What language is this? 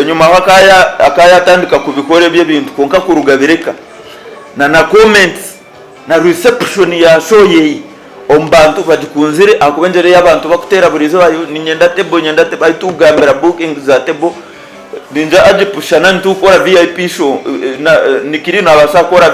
Nyankole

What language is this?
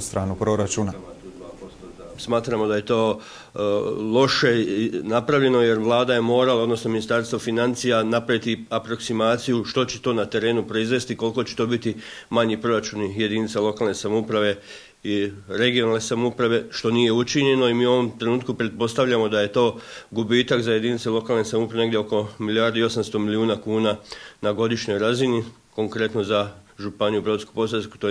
Croatian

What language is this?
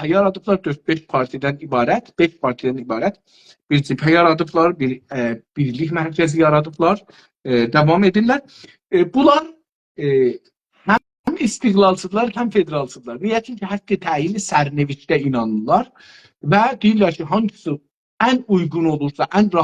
South Azerbaijani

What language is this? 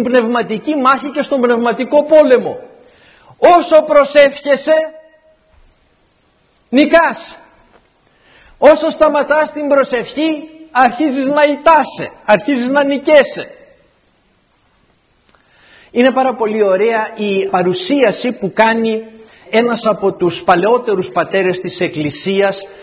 Greek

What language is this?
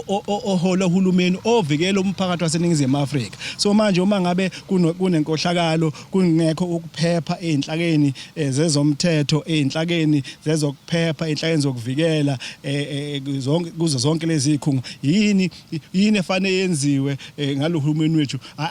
Zulu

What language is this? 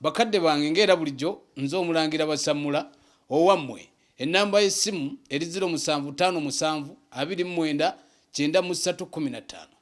Ganda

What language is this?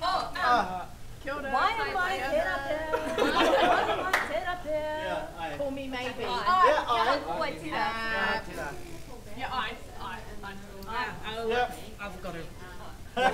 Māori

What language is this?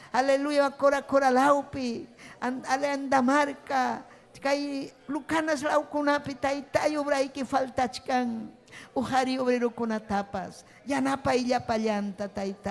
Ayacucho Quechua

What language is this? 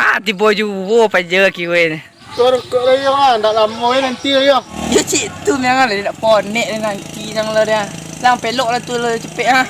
Minangkabau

